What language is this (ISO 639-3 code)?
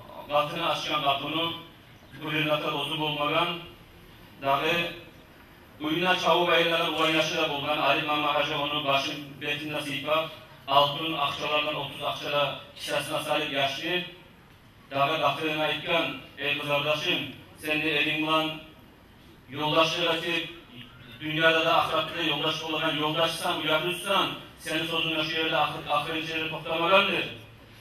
kum